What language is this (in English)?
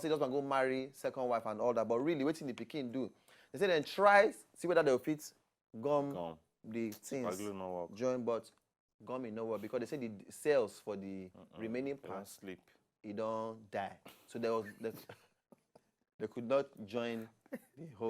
Nigerian Pidgin